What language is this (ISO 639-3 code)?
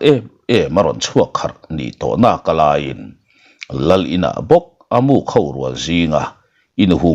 lus